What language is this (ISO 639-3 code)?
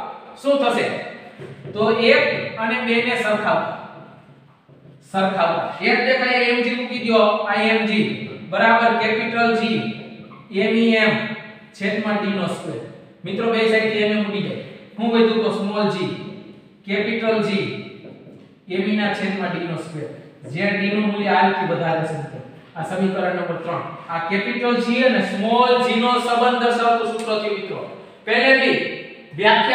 guj